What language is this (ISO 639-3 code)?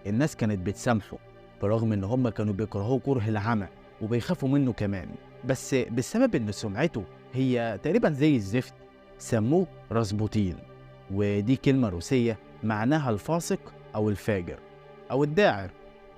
arz